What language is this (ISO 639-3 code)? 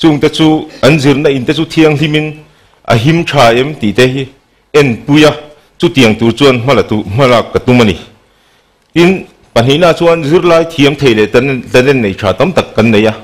lus